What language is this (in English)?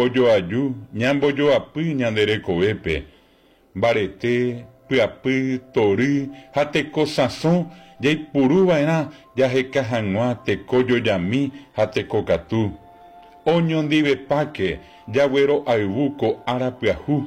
Guarani